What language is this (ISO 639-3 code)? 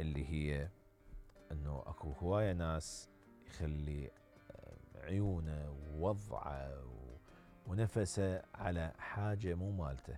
acm